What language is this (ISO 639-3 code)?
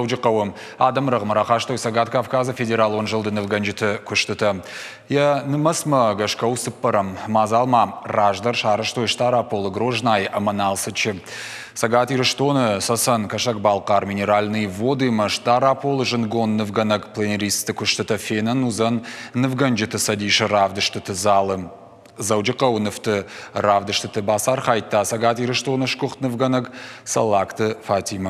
oss